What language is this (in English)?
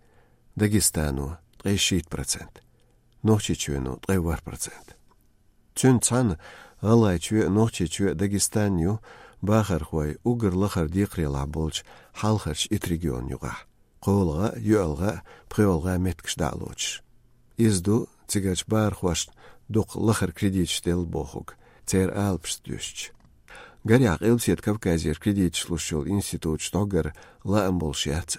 Chechen